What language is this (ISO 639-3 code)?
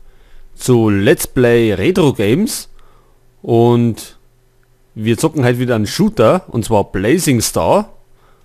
bar